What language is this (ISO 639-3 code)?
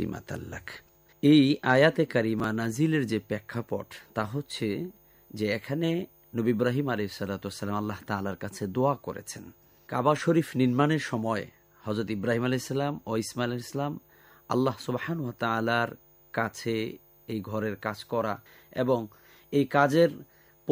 ben